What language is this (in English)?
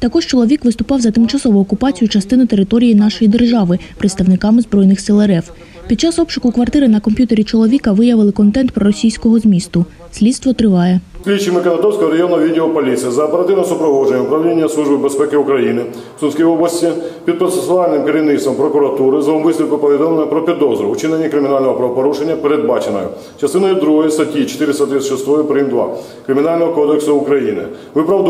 Ukrainian